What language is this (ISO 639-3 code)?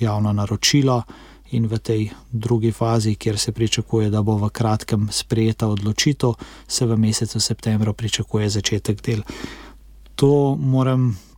slv